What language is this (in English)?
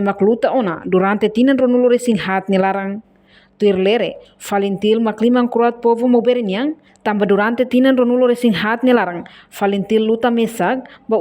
Tetum